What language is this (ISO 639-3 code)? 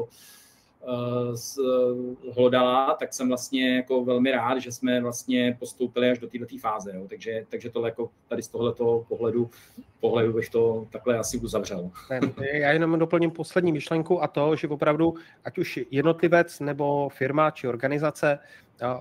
ces